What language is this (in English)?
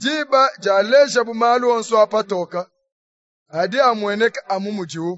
Luba-Lulua